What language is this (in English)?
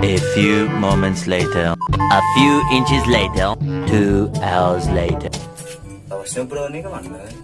Banjar